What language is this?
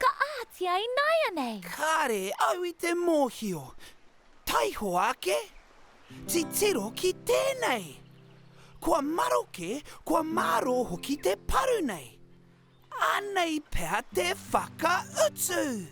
Māori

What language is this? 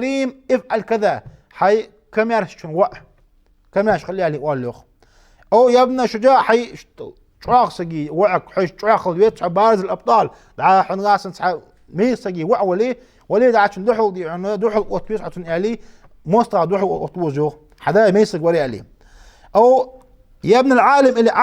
Ingush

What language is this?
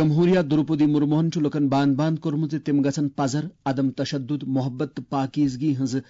Kashmiri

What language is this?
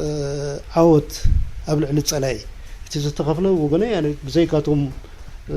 Tigrinya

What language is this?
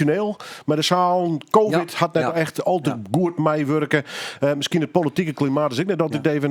Western Frisian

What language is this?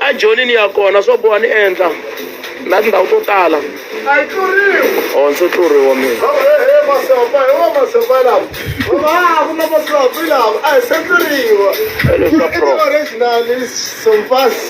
Tsonga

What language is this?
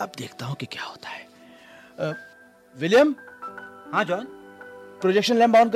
Hindi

